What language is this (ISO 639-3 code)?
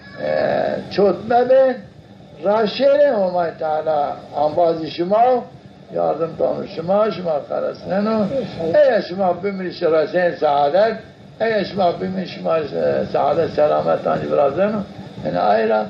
zza